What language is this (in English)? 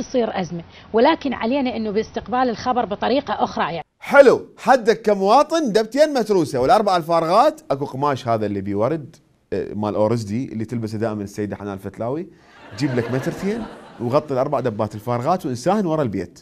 Mesopotamian Arabic